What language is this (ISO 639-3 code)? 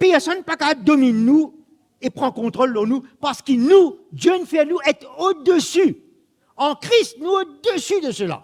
mfe